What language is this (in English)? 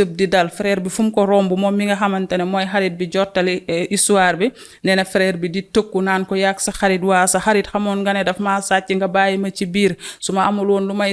Wolof